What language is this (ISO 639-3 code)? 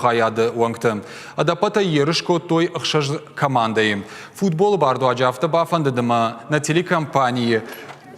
oss